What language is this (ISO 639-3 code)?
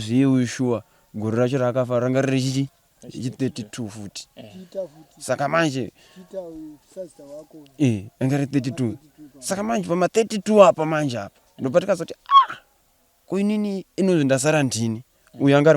sna